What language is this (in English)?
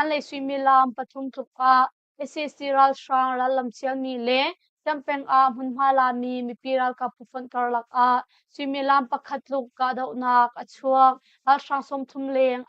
Hakha Chin